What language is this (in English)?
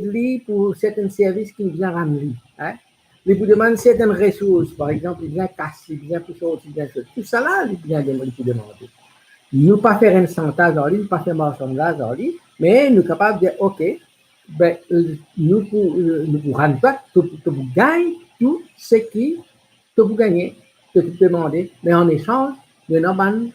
Morisyen